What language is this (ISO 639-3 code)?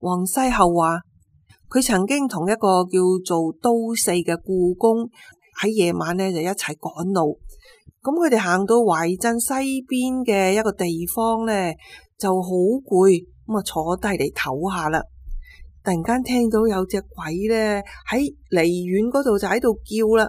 yue